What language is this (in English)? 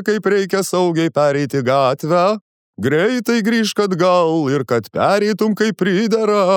Lithuanian